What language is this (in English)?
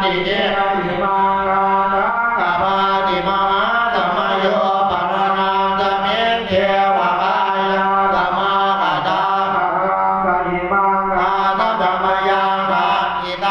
Pali